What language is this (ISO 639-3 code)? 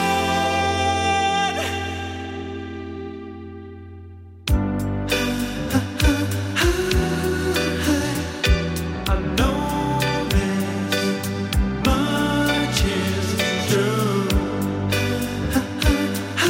deu